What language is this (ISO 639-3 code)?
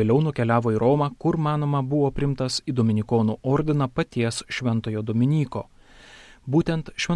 lit